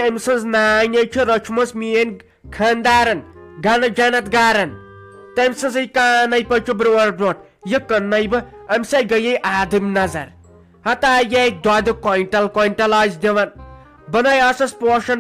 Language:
Kashmiri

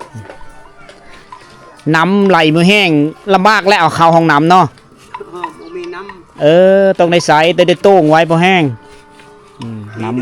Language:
Lao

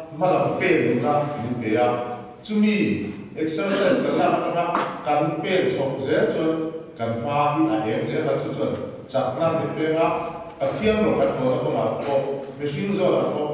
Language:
Mizo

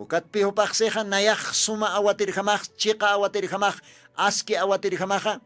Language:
Aymara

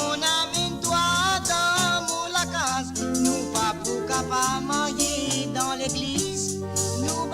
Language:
Morisyen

